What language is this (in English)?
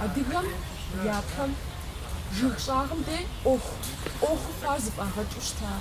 Kabardian